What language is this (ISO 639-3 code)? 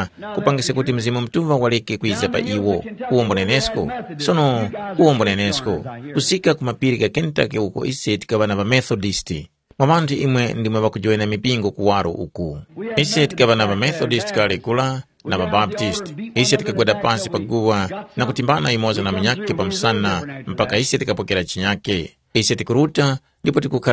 tum